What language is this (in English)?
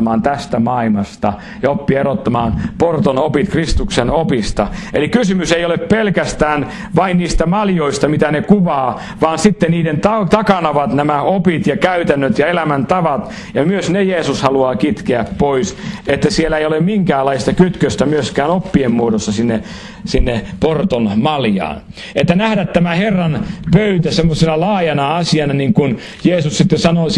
Finnish